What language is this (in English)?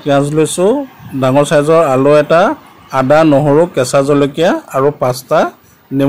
Assamese